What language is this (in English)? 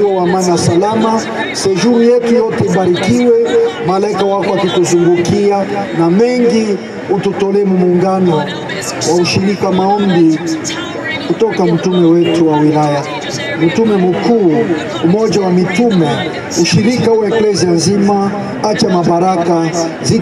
Swahili